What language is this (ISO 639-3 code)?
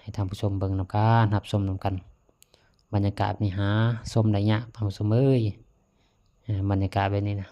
lao